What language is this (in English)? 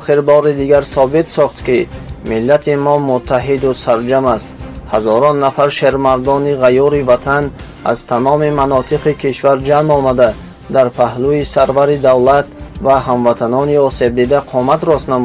Tajik